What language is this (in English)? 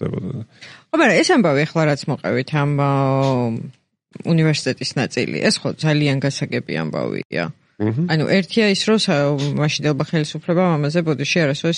Georgian